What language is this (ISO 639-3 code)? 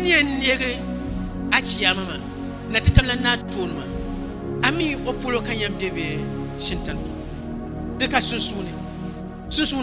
dag